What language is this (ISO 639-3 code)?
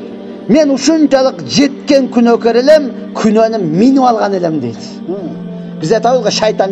kir